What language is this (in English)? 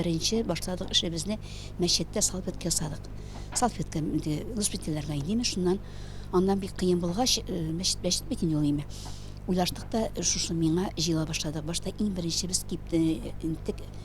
Tatar